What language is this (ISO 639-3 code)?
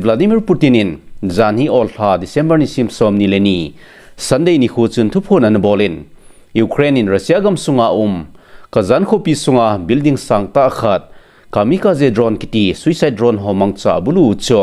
tcz